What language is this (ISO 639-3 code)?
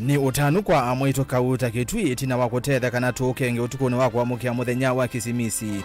kam